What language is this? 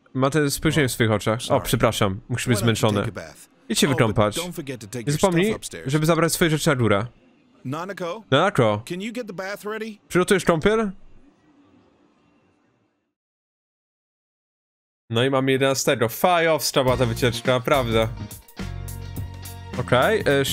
Polish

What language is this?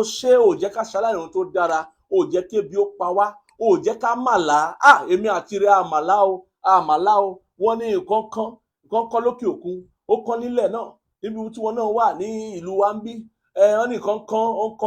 Yoruba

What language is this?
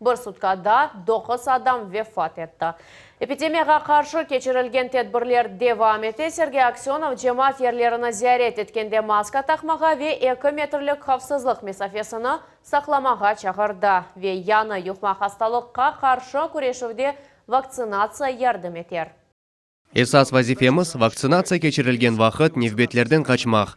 Crimean Tatar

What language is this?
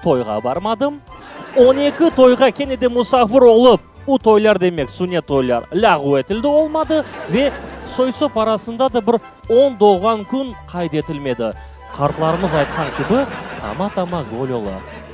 Crimean Tatar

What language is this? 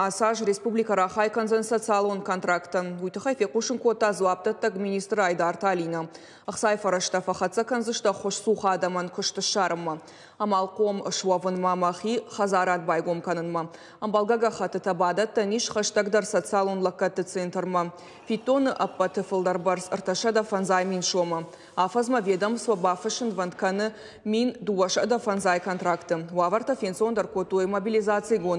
Ossetic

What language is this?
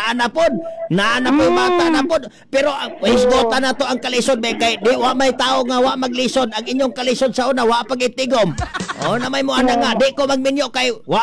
Cebuano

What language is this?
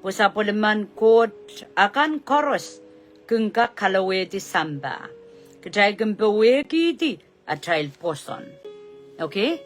Pohnpeian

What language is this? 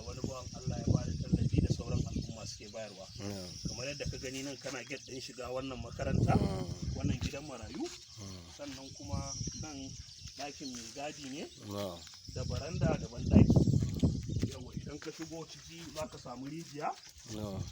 Hausa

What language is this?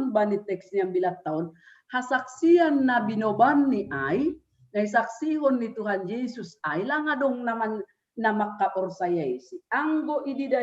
Batak Simalungun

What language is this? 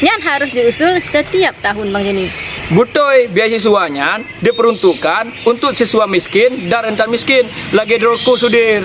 Achinese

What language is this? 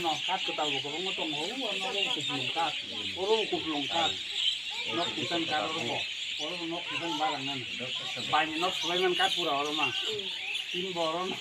Kok Borok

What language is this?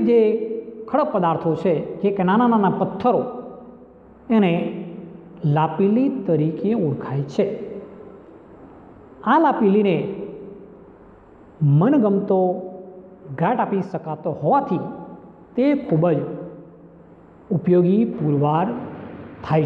Gujarati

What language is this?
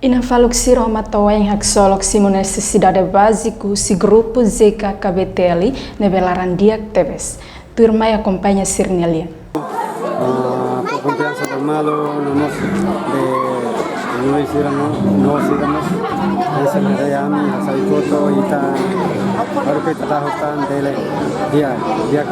Tetum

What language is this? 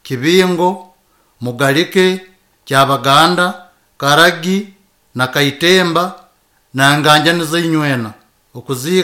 Nyankole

